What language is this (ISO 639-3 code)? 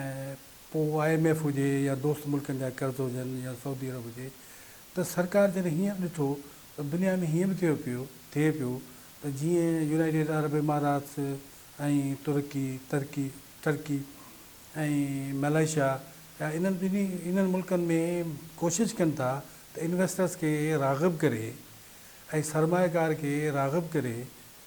snd